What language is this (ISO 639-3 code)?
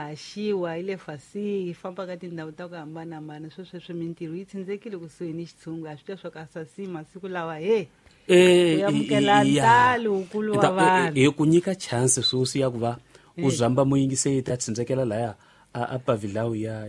tso